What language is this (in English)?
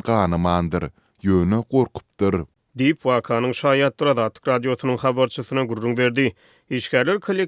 Turkmen